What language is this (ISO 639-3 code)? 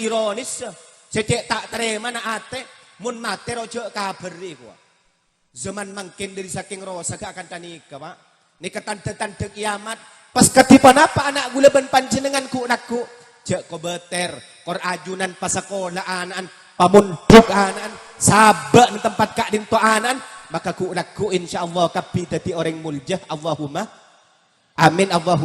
mad